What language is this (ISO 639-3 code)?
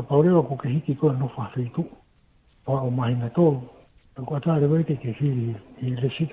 ton